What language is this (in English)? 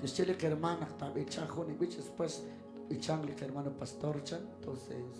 Kekchí